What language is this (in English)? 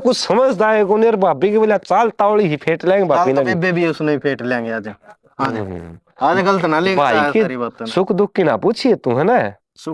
Haryanvi